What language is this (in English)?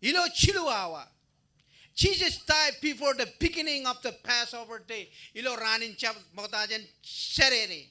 Marshallese